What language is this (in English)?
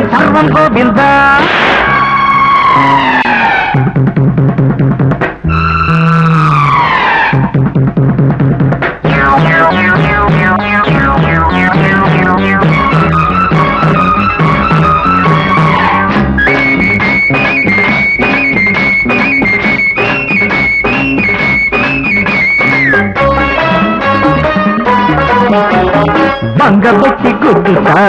Telugu